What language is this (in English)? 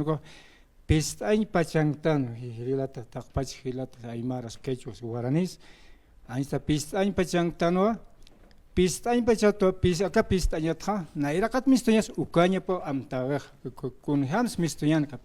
Aymara